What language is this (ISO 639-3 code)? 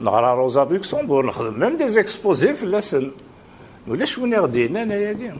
kab